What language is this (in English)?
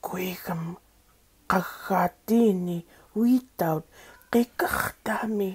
Central Yupik